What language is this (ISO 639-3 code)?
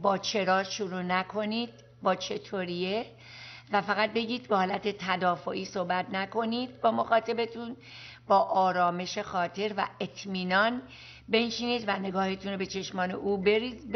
fas